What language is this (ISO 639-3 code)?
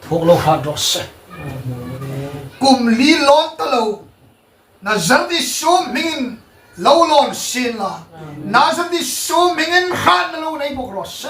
hmr